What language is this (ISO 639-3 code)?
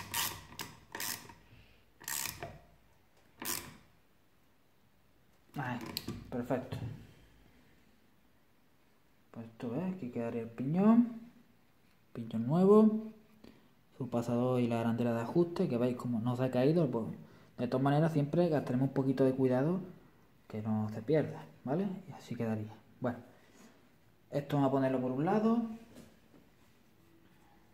spa